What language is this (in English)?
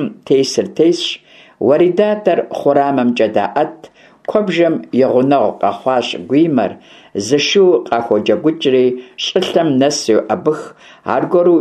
Kabardian